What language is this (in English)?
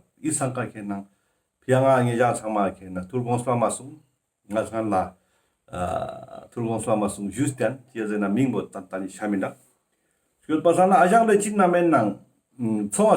Ladakhi